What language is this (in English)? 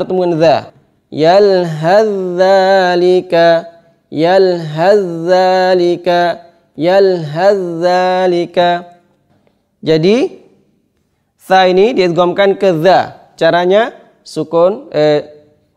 Indonesian